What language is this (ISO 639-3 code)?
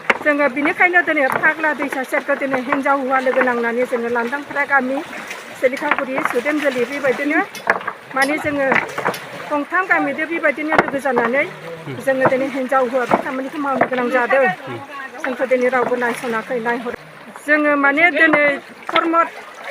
brx